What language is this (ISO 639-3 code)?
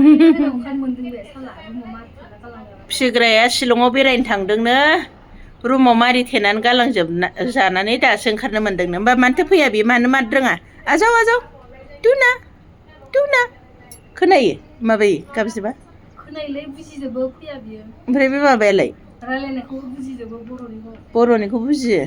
brx